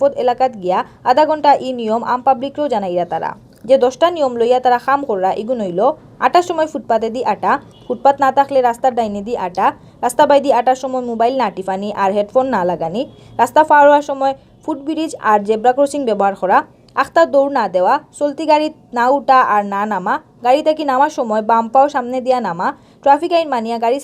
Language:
Sylheti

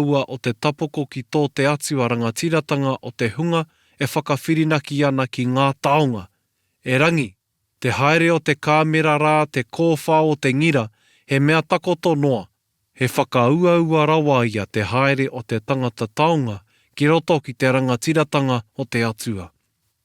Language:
Māori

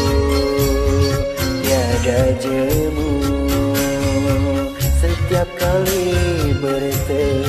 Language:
Malay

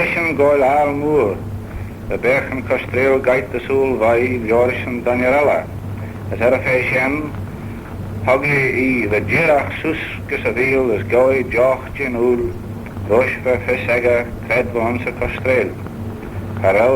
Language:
Manx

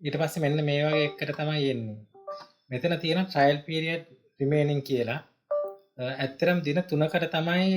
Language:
Sinhala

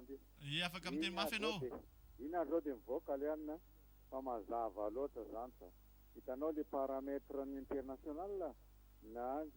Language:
Malagasy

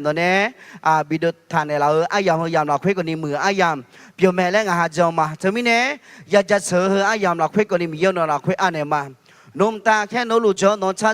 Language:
Akha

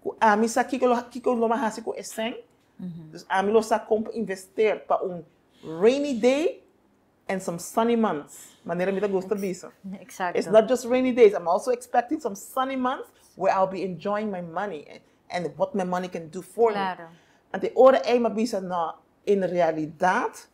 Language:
Papiamento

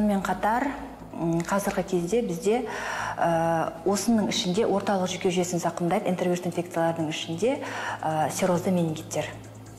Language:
Kazakh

